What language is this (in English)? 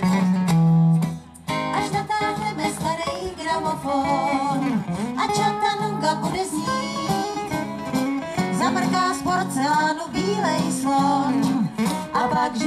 Czech